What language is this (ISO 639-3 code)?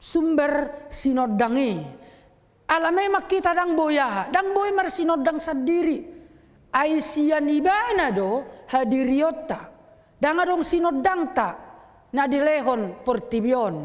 bbc